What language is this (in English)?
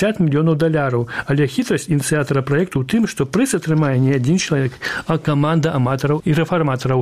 Belarusian